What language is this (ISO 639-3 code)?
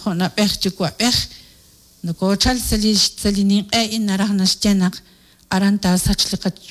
kek